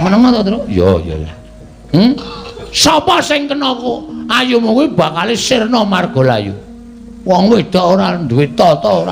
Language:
Javanese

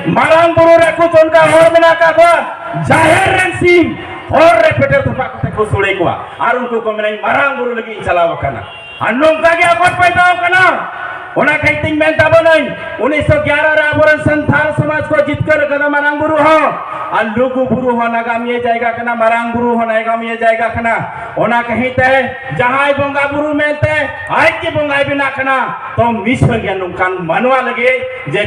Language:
Santali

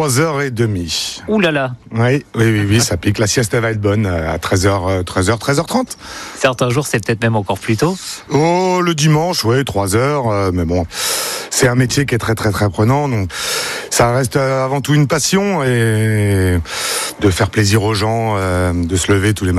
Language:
French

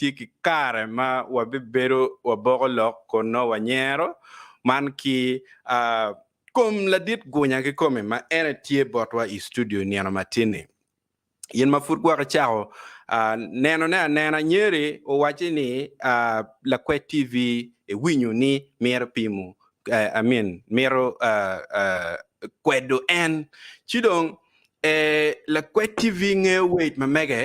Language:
Acoli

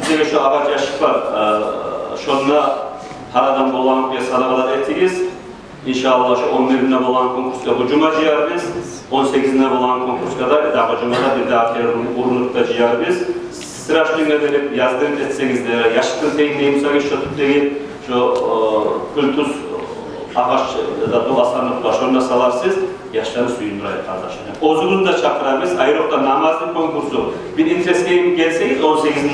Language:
Kumyk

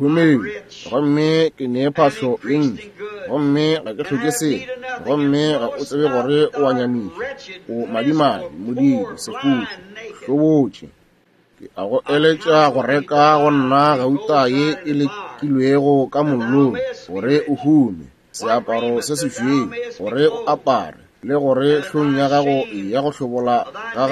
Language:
Northern Sotho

